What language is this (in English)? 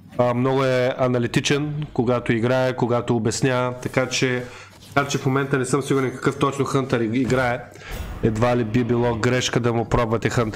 Bulgarian